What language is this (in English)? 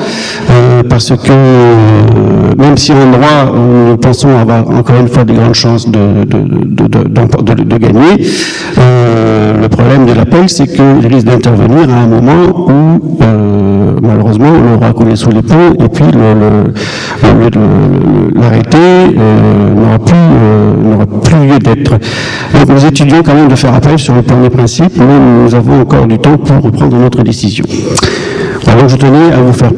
French